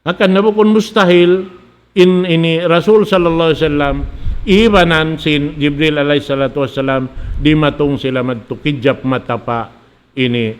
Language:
Tausug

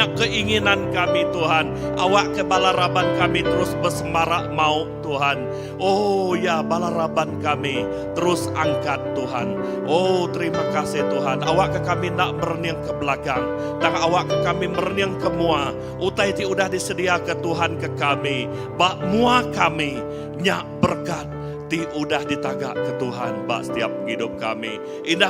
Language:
Iban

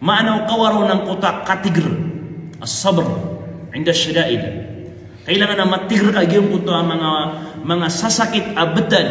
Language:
Maranao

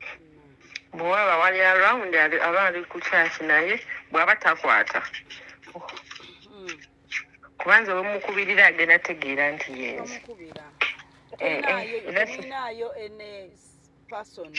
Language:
Ganda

